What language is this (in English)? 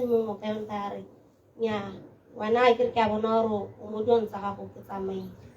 Tswana